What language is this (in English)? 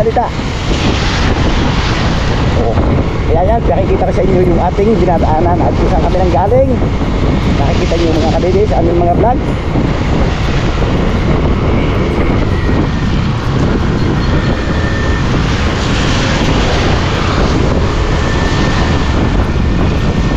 Filipino